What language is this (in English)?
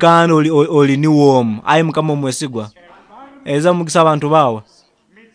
Nyoro